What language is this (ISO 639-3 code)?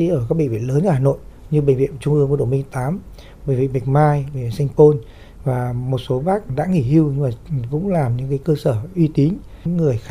vie